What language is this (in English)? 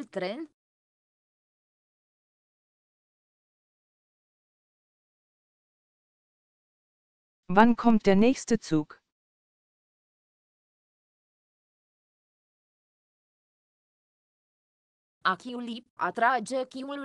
Romanian